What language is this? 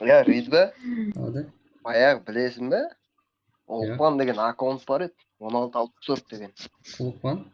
Kara-Kalpak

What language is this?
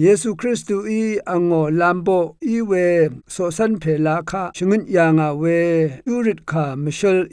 Rawang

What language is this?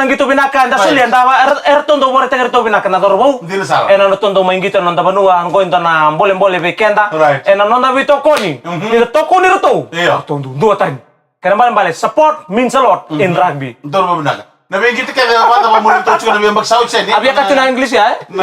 Fijian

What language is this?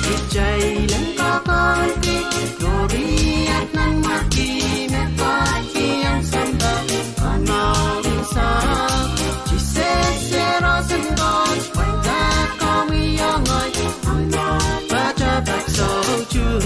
Pohnpeian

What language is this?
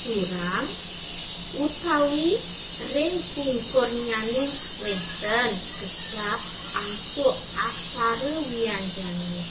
Balinese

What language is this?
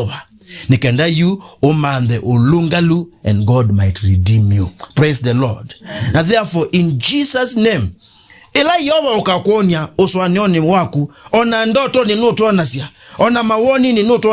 Kamba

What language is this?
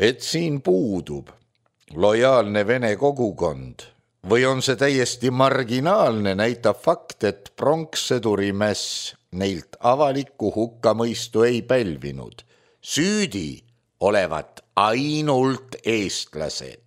Estonian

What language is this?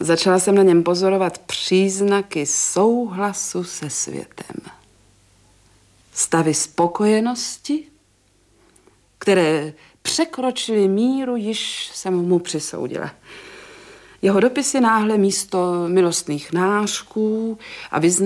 Czech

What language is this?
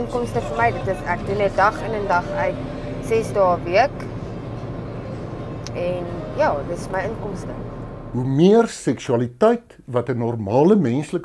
Afrikaans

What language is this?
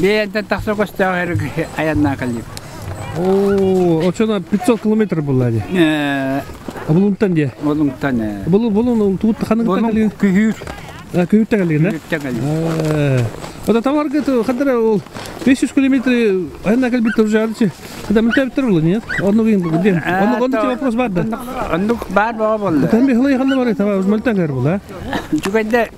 Yakut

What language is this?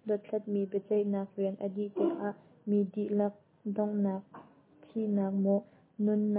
Hakha Chin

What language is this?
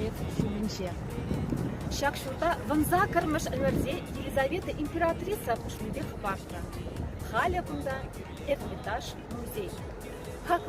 Chuvash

